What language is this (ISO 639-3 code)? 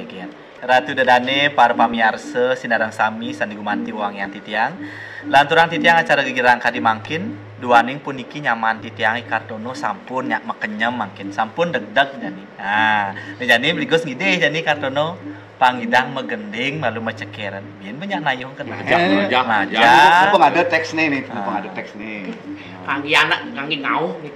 ban